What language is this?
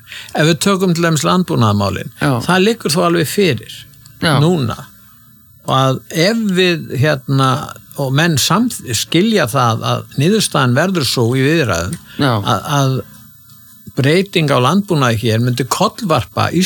Icelandic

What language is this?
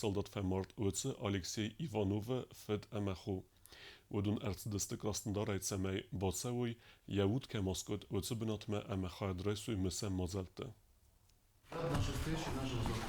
Ossetic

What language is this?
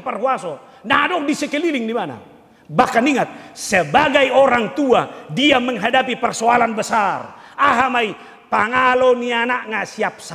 Batak Toba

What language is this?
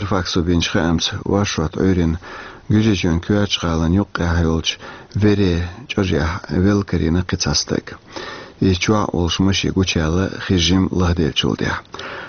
Chechen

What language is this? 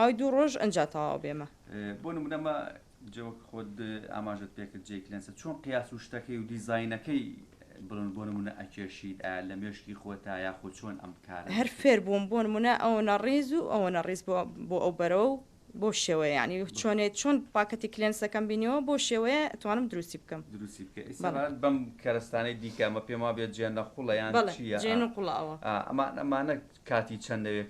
Central Kurdish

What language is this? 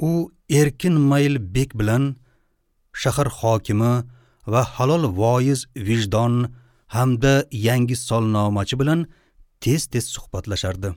Uzbek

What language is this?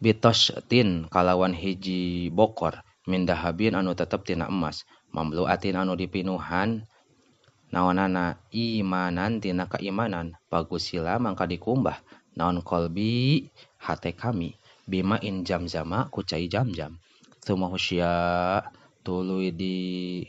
Sundanese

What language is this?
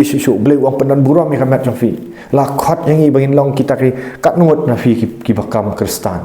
Khasi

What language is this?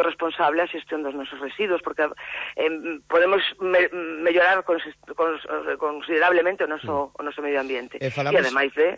Galician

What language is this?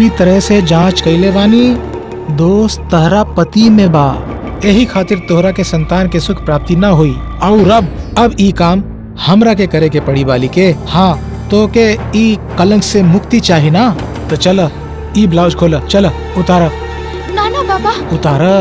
Bhojpuri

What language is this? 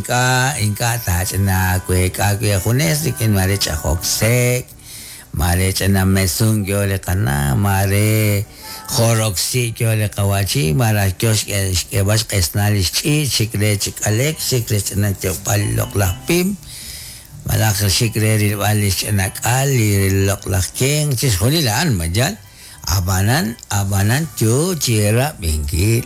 Kekchí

